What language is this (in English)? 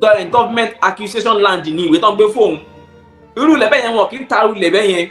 Yoruba